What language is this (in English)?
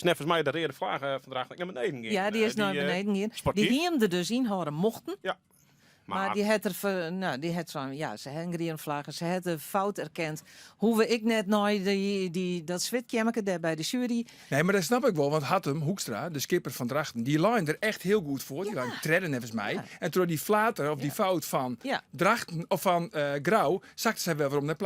Western Frisian